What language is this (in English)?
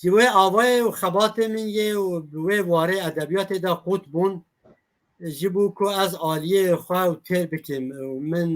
Kurdish